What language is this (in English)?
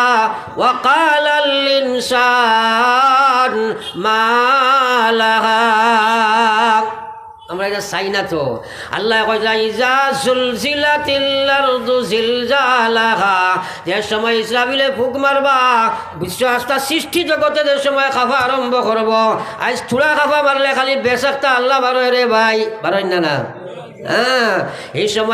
Sylheti